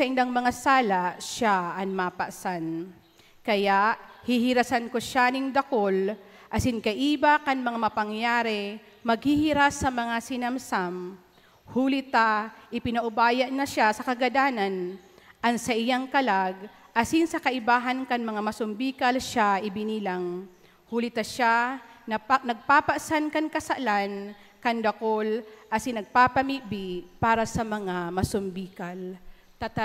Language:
Bikol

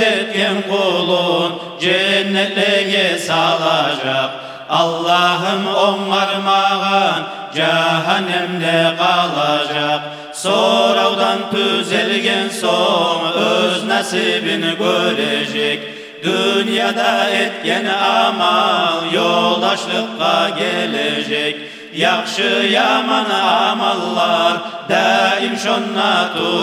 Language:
Kumyk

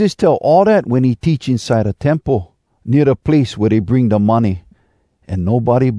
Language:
Hawai'i Creole English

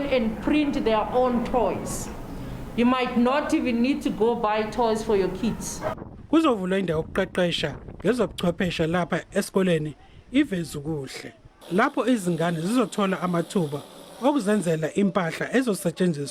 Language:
Zulu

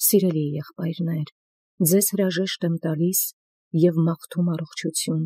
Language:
Armenian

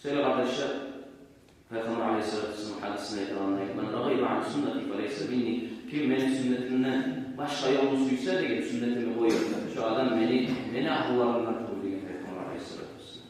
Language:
Kumyk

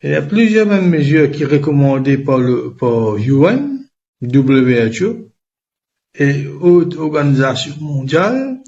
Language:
Morisyen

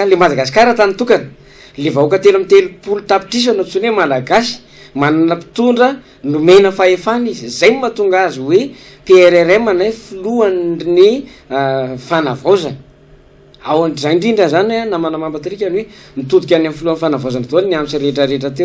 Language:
Malagasy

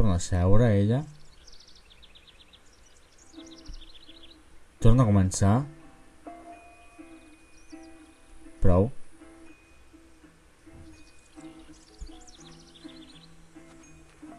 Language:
Catalan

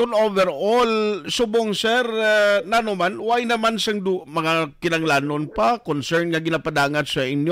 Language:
Hiligaynon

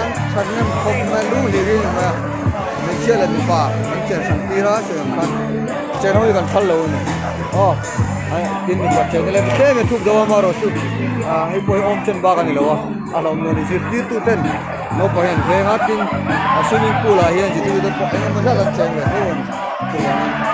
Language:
Mizo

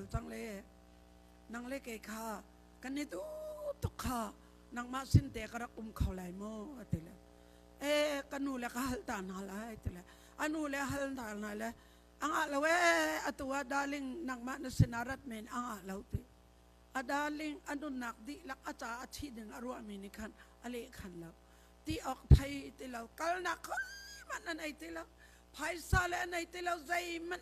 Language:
Hakha Chin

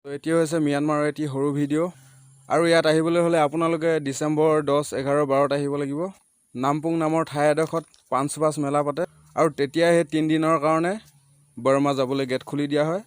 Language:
Assamese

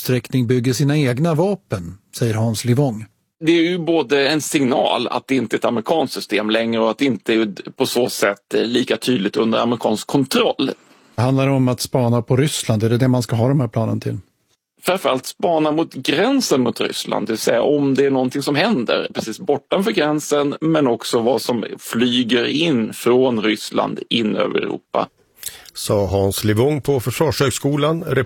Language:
Swedish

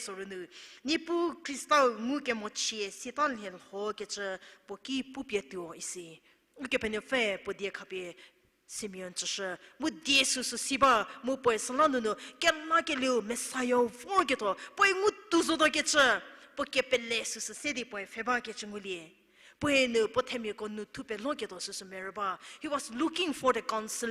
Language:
Angami Naga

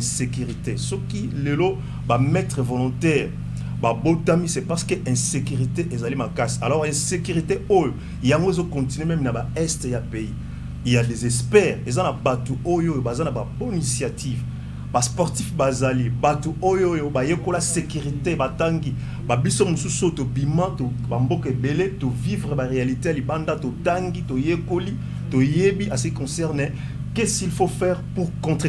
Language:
Lingala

